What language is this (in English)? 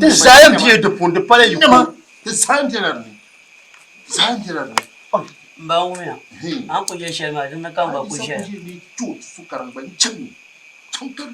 Dagbani